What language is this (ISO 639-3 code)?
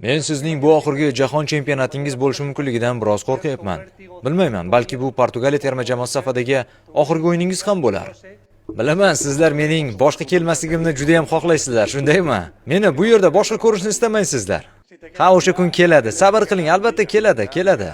uzb